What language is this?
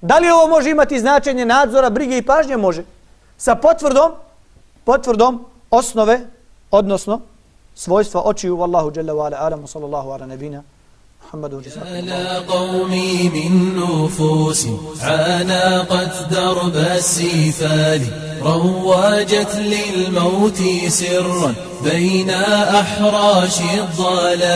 Bosnian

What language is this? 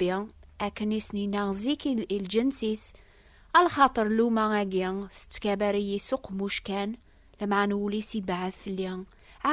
Kabyle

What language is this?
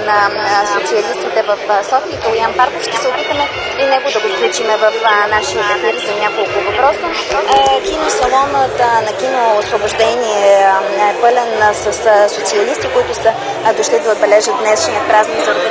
Bulgarian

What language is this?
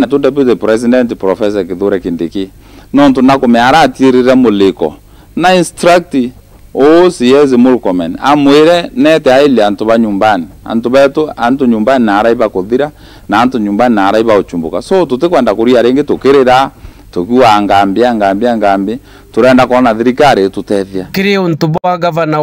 Meru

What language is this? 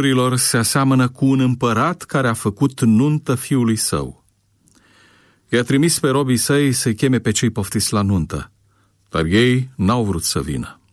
Romanian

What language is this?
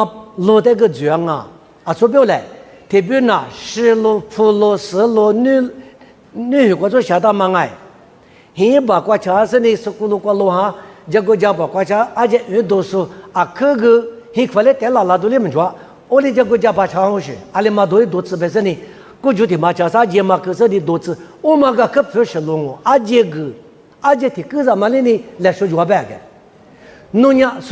Lisu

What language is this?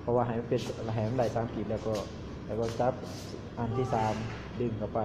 Lao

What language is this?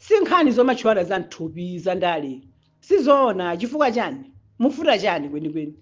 Nyanja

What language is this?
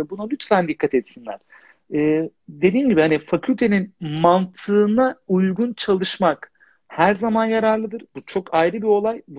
Turkish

